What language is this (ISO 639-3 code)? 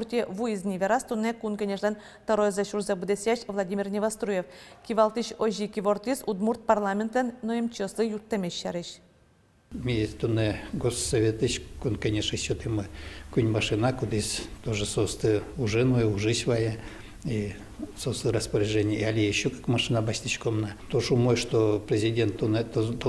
udm